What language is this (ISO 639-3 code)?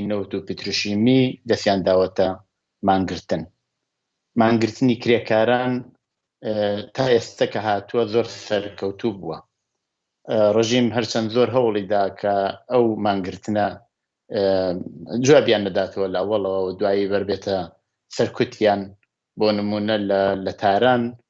ckb